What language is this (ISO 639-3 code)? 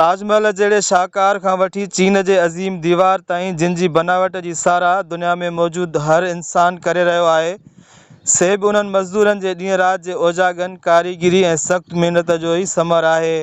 snd